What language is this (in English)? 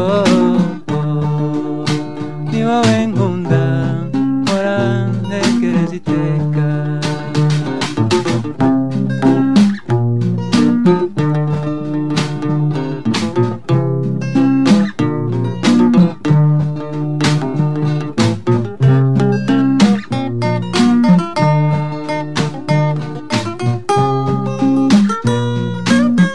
Kinyarwanda